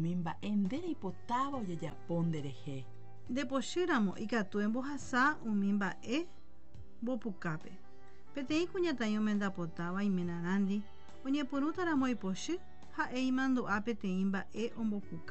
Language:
Guarani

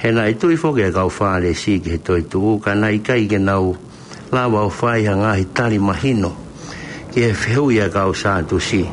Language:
Tongan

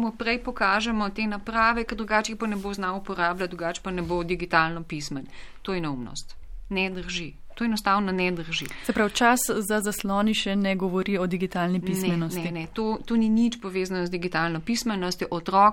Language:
Slovenian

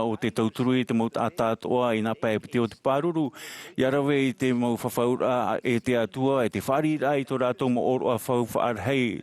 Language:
Tahitian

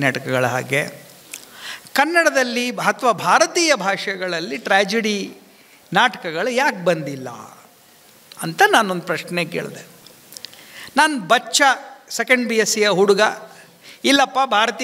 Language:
Kannada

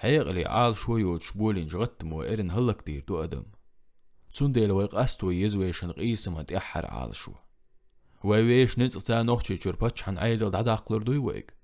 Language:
Chechen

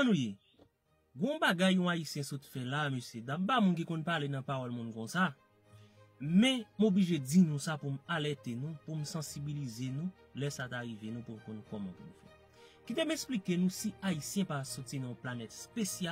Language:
Haitian Creole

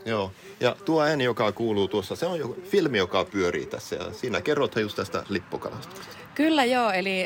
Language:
Finnish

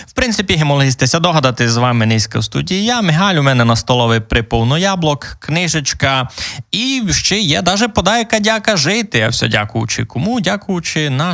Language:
Rusyn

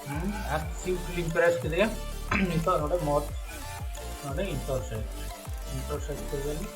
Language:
Santali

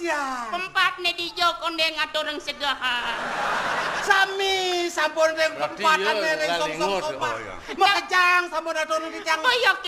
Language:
Balinese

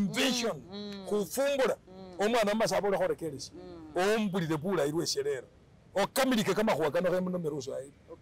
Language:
Masaaba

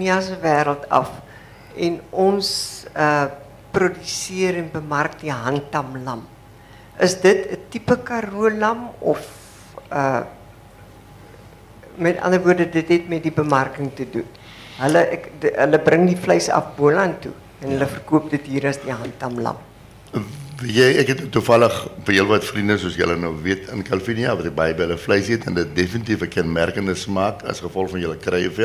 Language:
Afrikaans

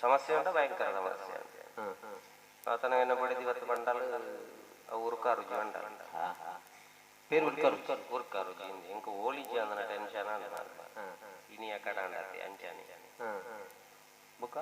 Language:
Tulu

